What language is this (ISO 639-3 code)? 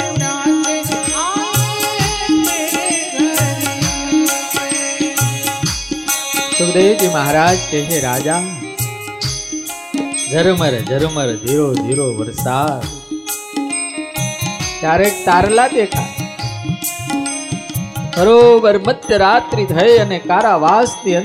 guj